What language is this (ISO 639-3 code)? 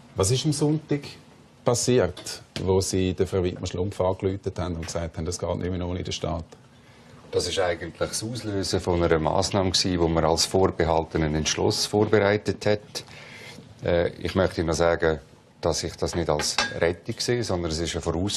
gsw